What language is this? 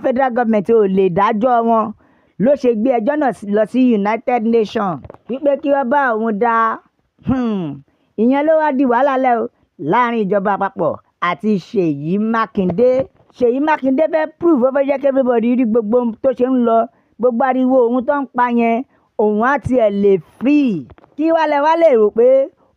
Yoruba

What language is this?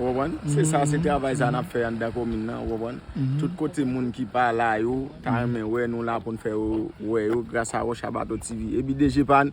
Haitian Creole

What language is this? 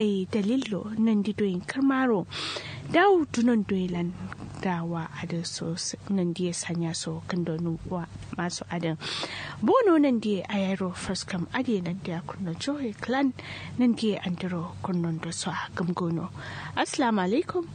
Kanuri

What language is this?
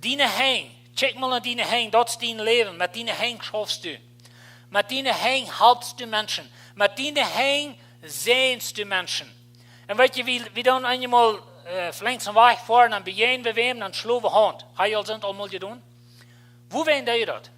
Plautdietsch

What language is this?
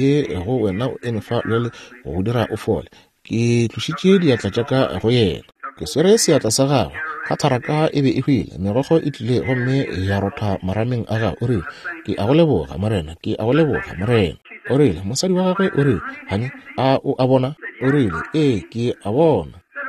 Northern Sotho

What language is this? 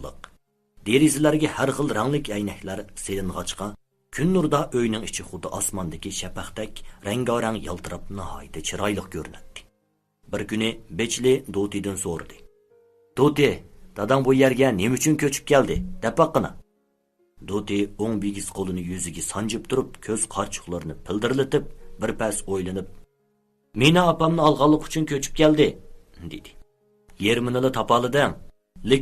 Uyghur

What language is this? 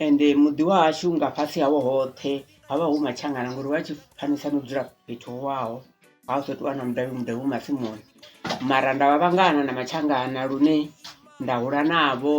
Venda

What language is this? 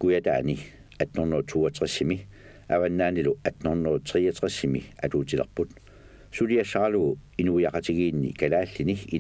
Kalaallisut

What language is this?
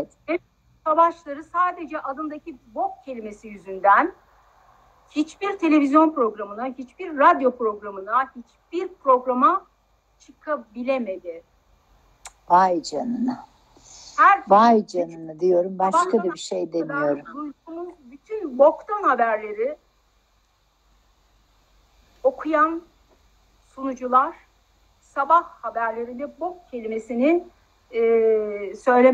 Turkish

